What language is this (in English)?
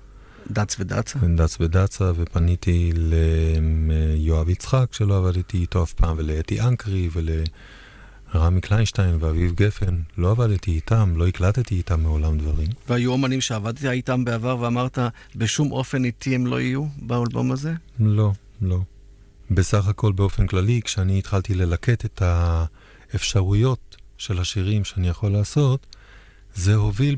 Hebrew